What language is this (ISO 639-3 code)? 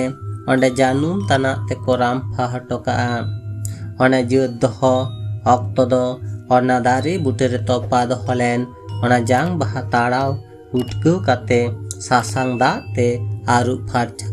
sat